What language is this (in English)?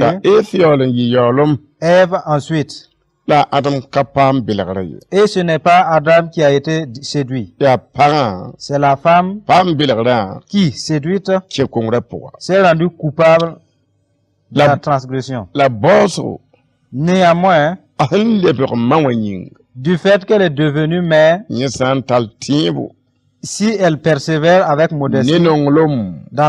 Mossi